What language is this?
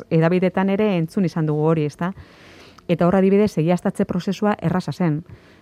Basque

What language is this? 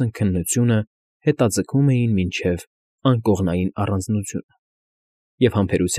Armenian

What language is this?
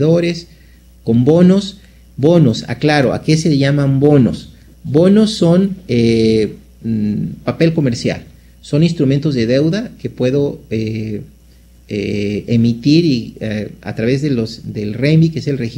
Spanish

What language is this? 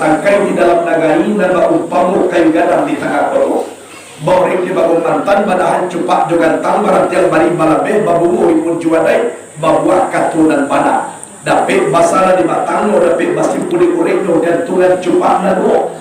Minangkabau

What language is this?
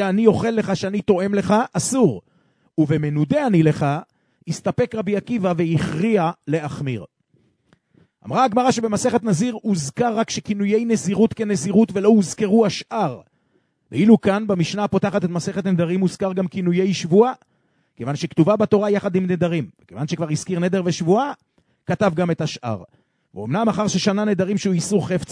Hebrew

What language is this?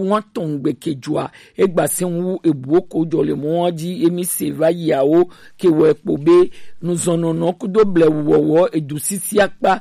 Gen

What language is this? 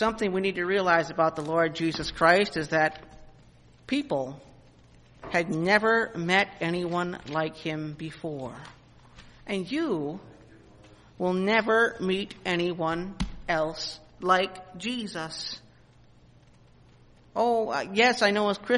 English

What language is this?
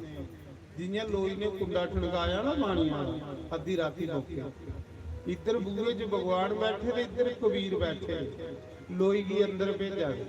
Dogri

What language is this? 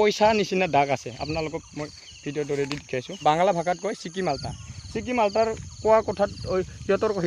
Assamese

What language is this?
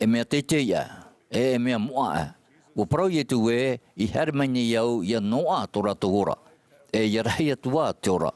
Tahitian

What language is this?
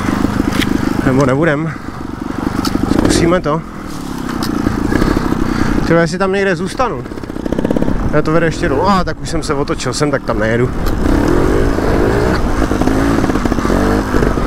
Czech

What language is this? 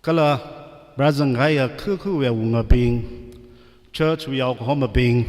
Tangkhul Naga (India)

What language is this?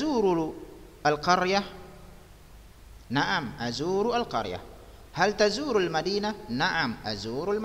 Arabic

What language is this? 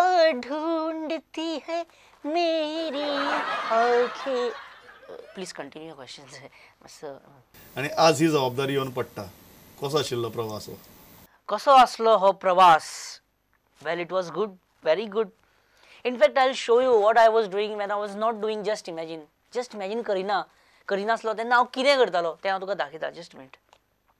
Konkani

